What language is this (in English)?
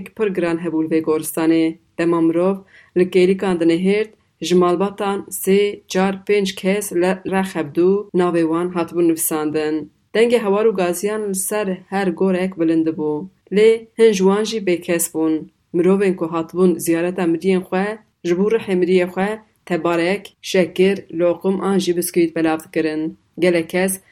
Kurdish